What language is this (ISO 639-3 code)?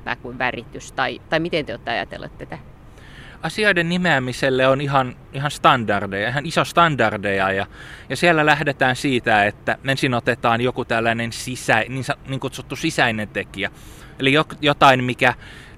fin